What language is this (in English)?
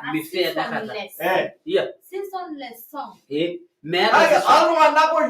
Masai